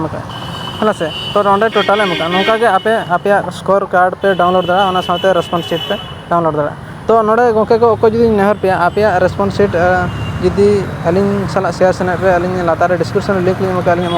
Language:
Santali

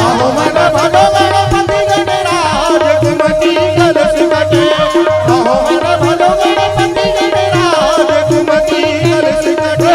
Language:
Chhattisgarhi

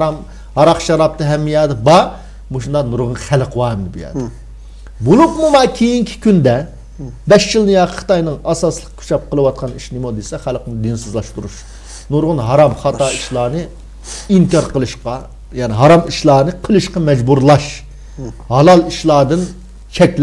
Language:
Uyghur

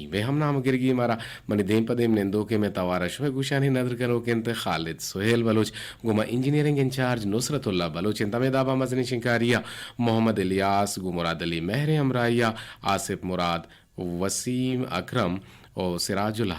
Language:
Eastern Balochi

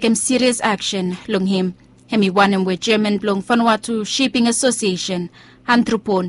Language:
Bislama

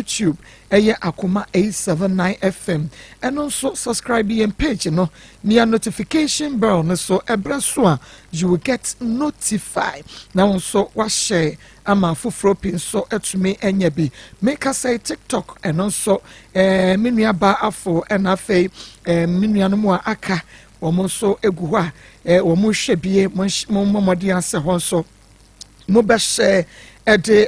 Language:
Akan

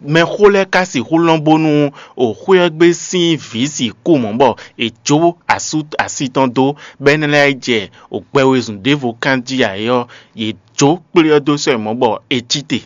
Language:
Fon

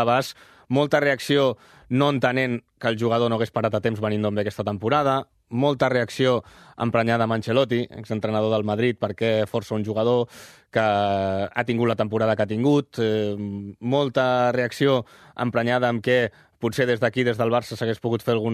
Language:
Catalan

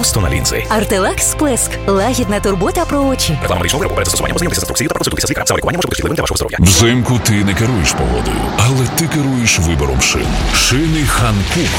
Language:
Ukrainian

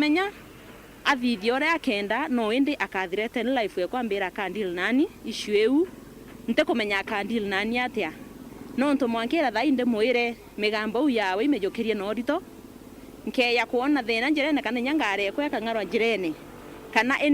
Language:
Meru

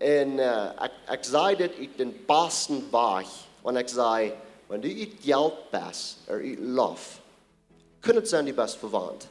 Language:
Plautdietsch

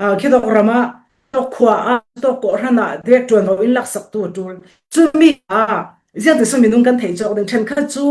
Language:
Falam Chin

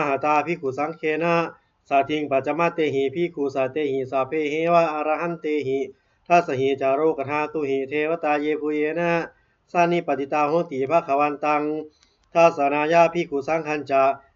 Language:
Pali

